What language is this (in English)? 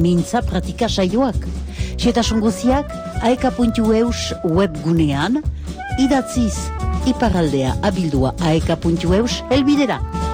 Basque